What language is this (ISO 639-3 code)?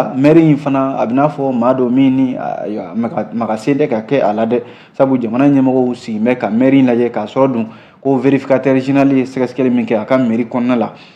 bam